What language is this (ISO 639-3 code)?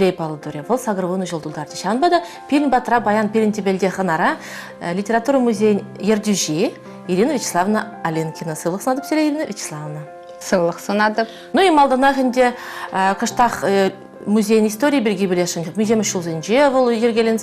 chv